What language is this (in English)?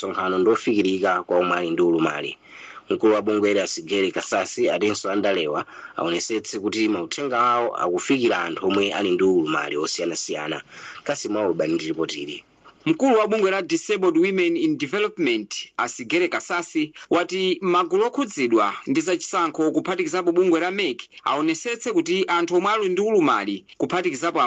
Nyanja